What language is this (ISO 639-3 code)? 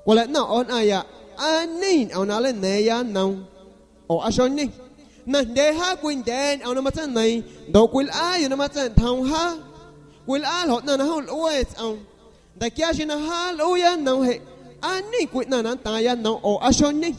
azg